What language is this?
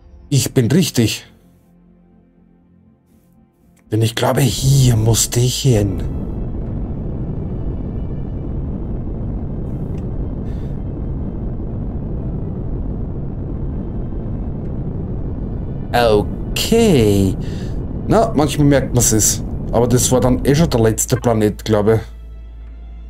German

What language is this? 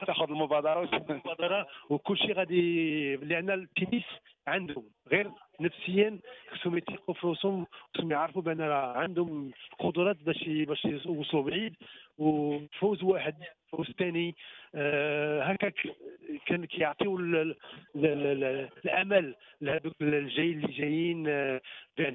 Moroccan Arabic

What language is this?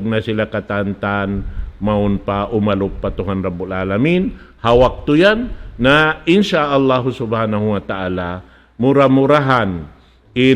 Tausug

